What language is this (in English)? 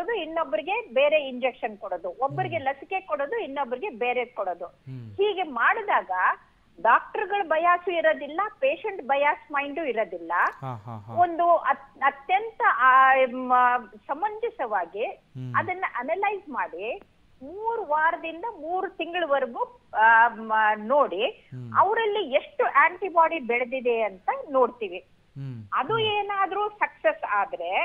Kannada